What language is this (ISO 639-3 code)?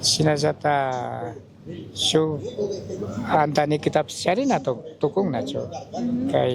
qug